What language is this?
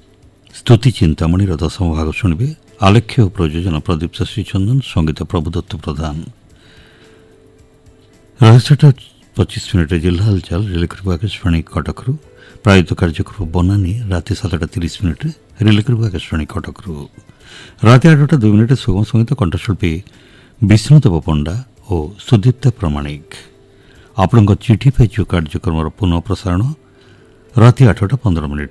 Odia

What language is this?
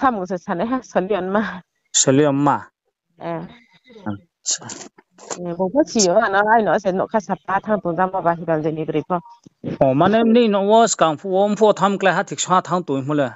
Riang (India)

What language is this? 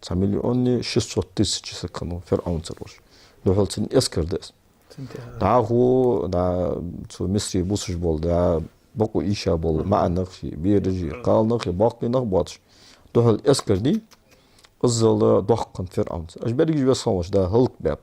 Ingush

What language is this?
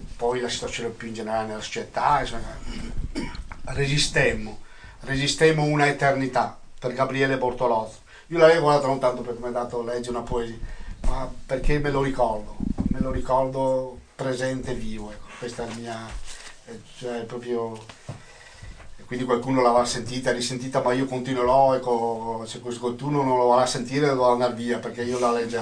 Italian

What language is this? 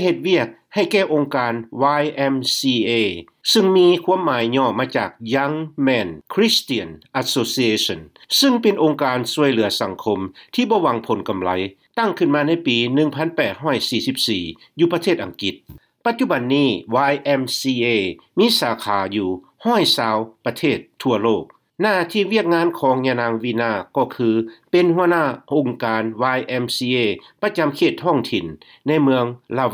Lao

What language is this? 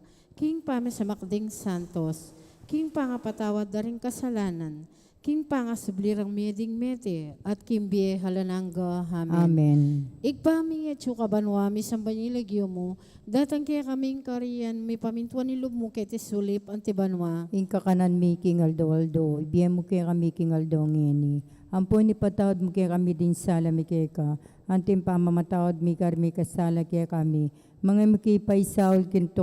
Pampanga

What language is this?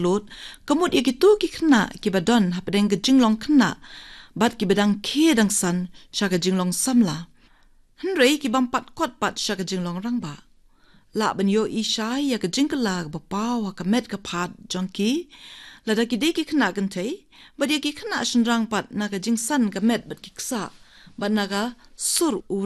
Khasi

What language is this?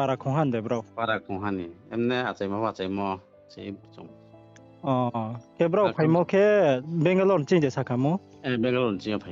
Riang (India)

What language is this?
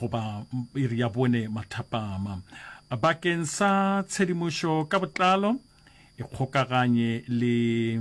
Northern Sotho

